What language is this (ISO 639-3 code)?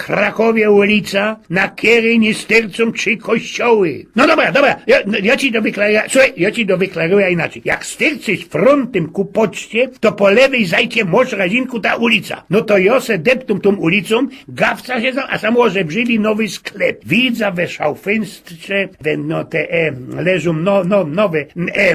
szl